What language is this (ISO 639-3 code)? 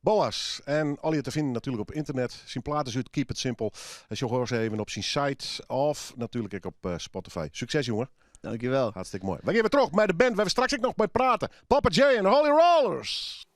fry